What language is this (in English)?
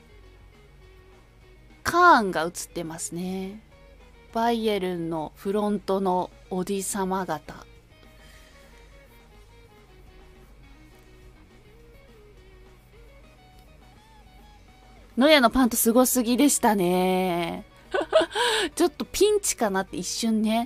Japanese